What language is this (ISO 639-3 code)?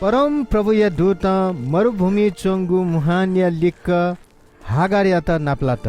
new